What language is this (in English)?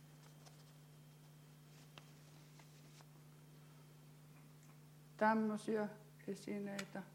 Finnish